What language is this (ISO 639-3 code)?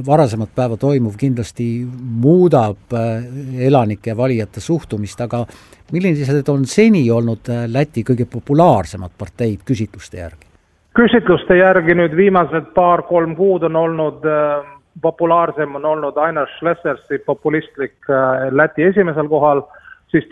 est